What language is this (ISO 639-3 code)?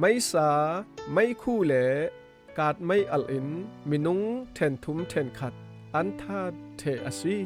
cfm